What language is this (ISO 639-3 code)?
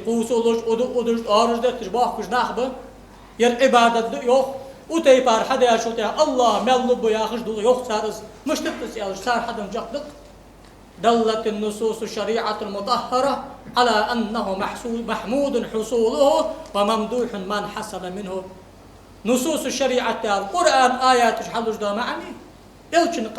inh